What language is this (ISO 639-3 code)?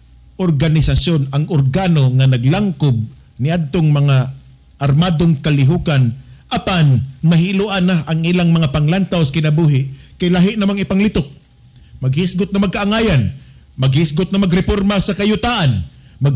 ceb